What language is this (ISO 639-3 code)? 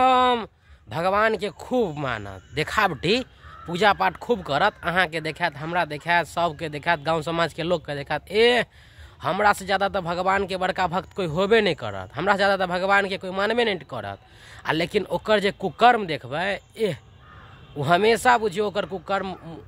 mai